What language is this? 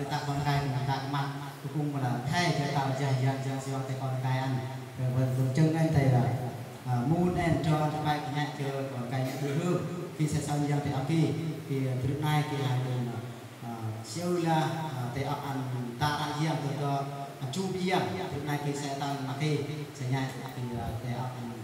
Eastern Bru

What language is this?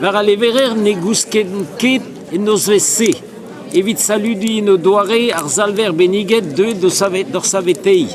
Breton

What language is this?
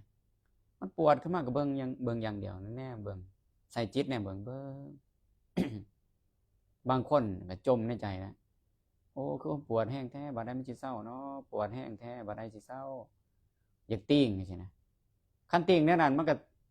Lao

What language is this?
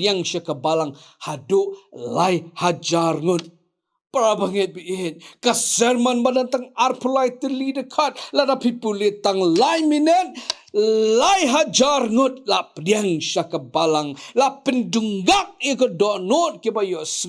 Khasi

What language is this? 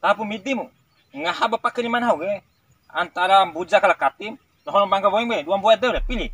Bima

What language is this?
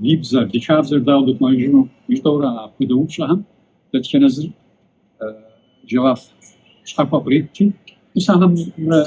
Kabardian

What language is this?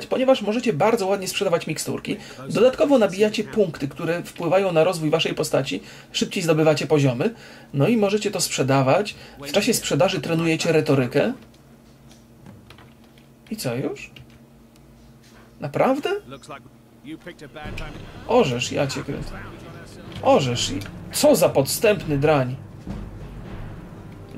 Polish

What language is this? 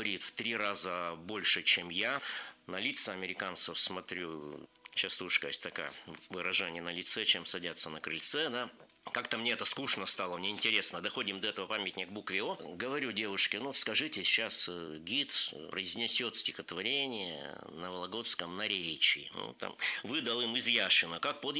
Russian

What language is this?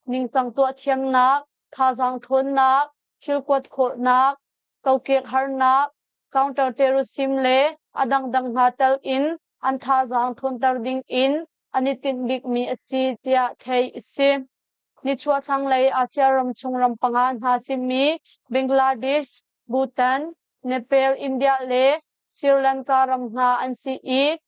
Hakha Chin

